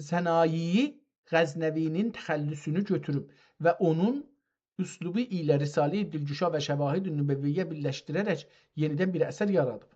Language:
South Azerbaijani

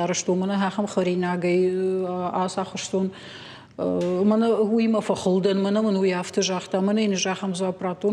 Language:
Ossetic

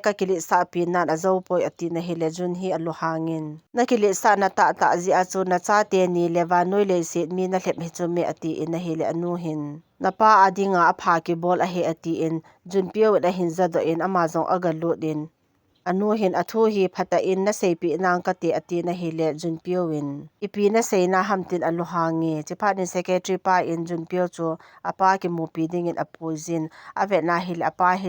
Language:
Thado Chin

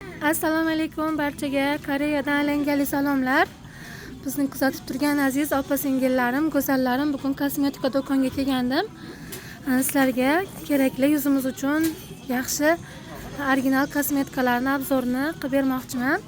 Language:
Uzbek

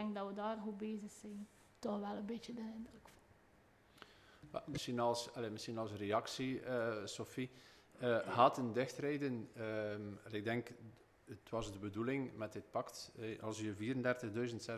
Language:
Dutch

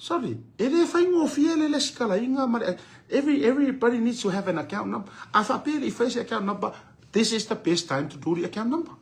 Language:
Samoan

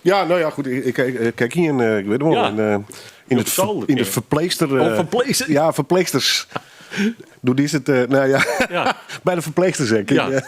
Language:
Western Frisian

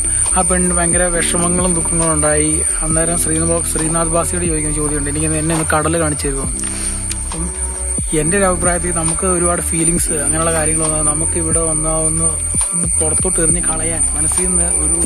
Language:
Malayalam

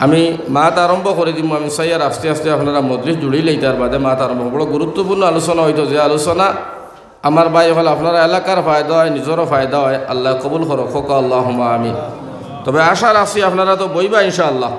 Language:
Sylheti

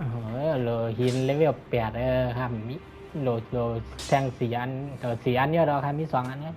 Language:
Shan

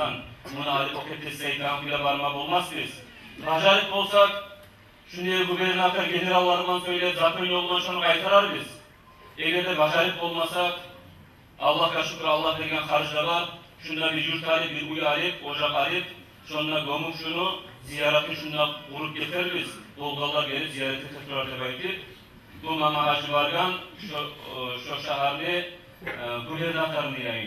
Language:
Kumyk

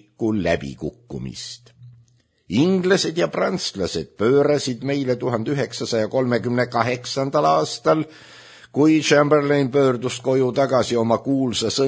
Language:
Estonian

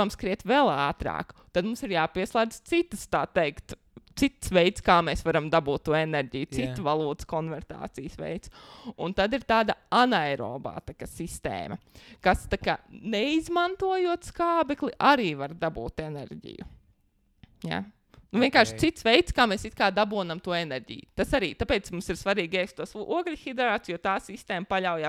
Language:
Latvian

